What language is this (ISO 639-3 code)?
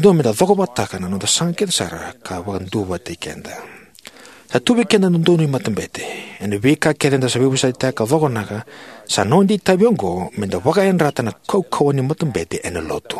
fij